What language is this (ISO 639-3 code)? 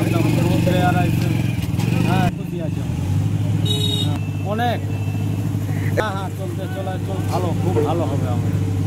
ben